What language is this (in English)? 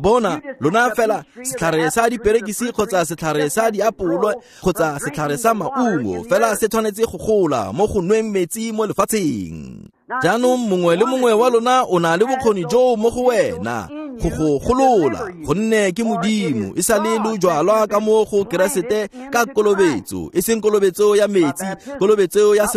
Tswana